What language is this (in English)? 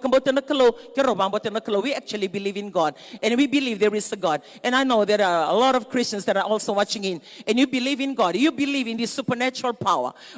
Fijian